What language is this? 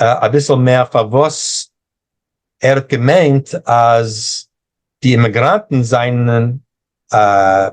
Yiddish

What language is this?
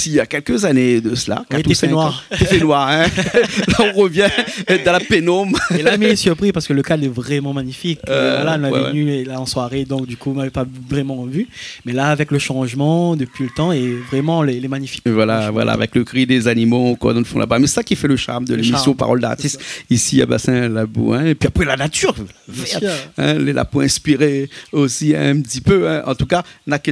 Réunion Creole French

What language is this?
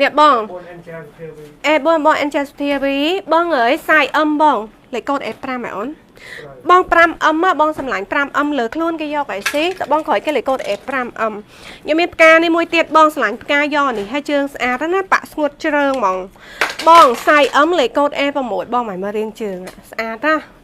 Khmer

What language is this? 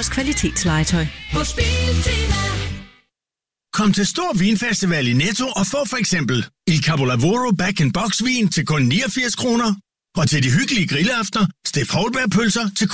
Danish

